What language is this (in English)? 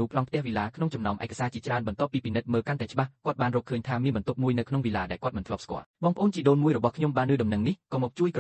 Khmer